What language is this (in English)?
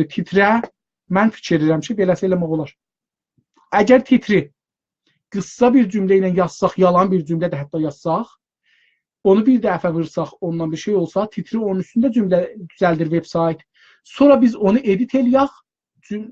South Azerbaijani